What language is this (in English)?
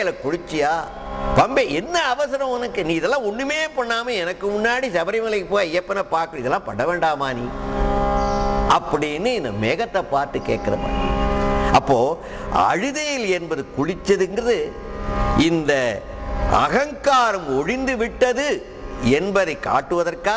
Tamil